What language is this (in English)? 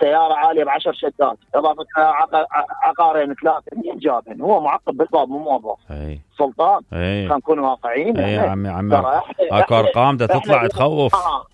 Mesopotamian Arabic